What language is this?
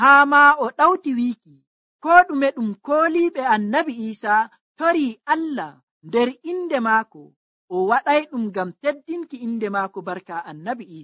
Nigerian Fulfulde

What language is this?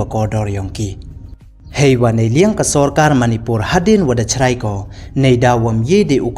Pnar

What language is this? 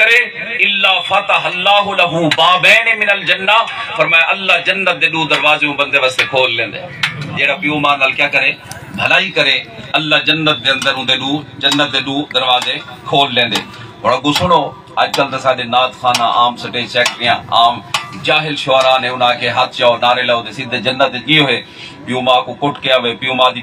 Saraiki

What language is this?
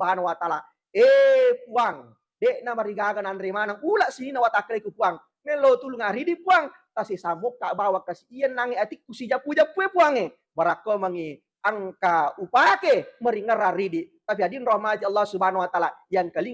Buginese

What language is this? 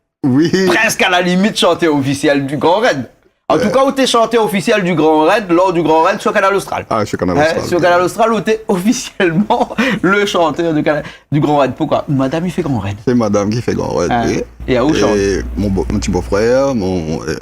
Réunion Creole French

